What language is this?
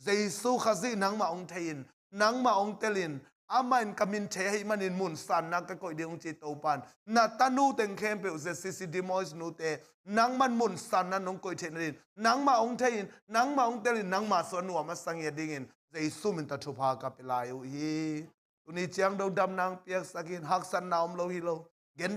Tedim Chin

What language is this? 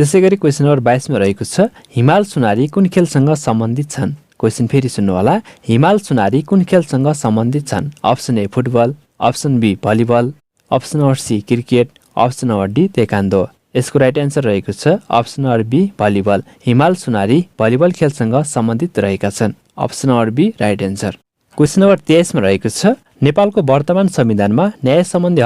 Nepali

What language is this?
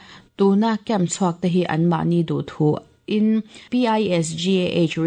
Mizo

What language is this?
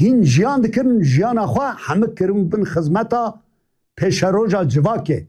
Kurdish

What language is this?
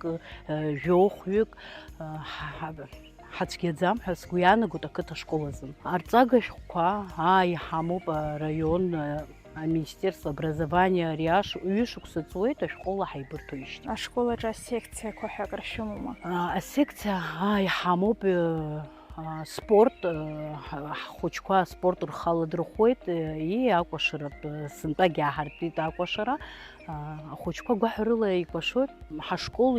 Abkhazian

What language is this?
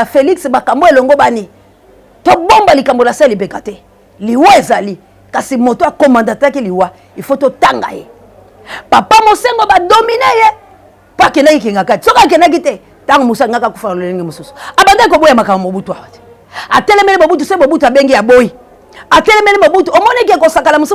Lingala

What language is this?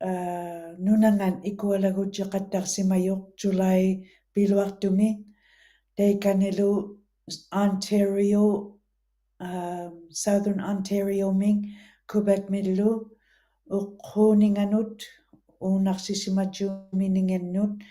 Western Canadian Inuktitut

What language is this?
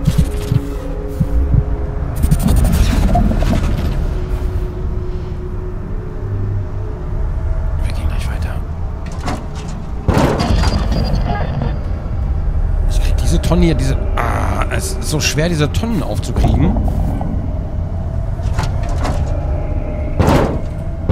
German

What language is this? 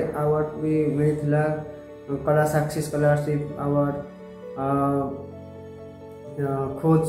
Odia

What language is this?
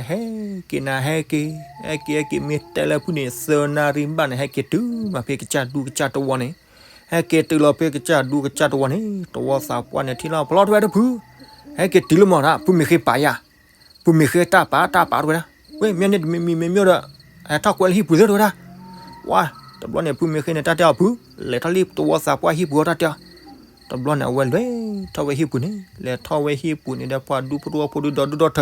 S'gaw Karen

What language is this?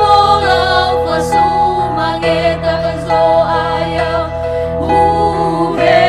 Nias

